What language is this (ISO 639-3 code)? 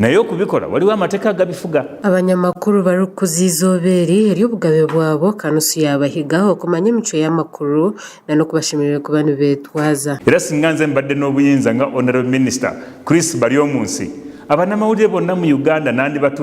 nyn